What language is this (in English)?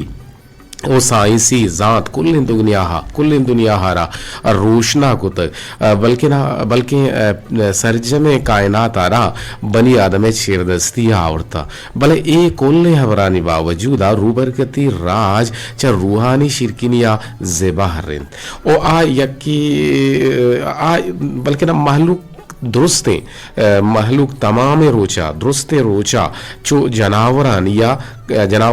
Eastern Balochi